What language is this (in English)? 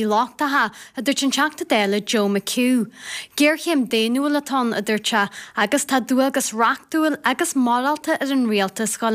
Irish